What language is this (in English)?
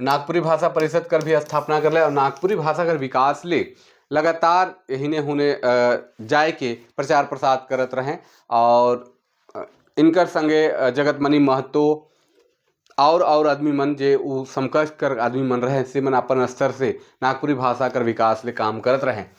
Sadri